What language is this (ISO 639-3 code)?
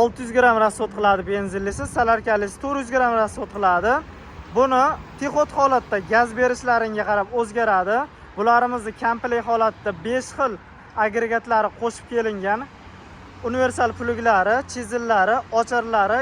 uzb